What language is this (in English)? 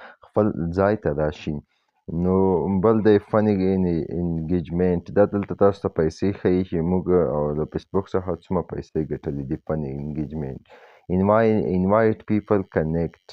Pashto